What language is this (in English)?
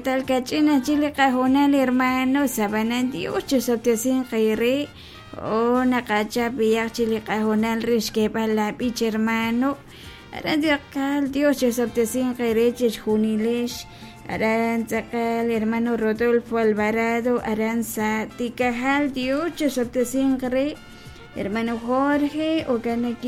Kekchí